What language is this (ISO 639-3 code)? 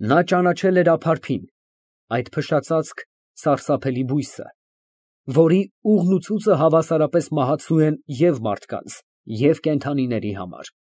hye